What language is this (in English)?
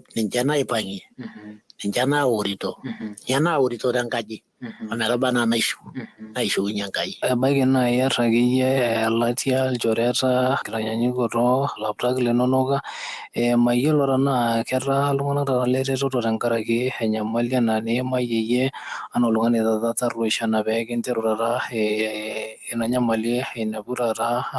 Masai